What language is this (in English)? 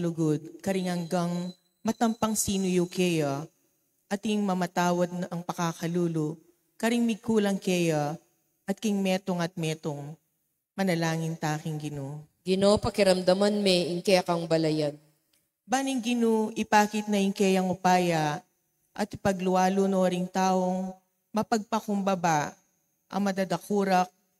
Pampanga